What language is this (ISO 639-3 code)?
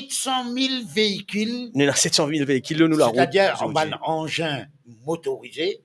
mfe